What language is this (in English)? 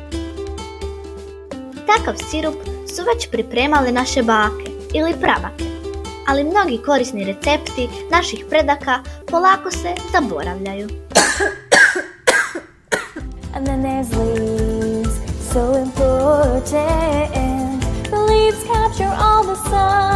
Croatian